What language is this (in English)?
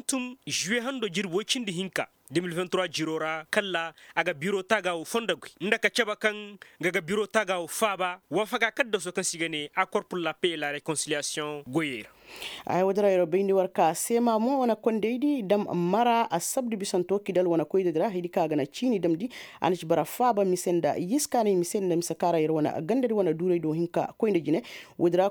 Koyraboro Senni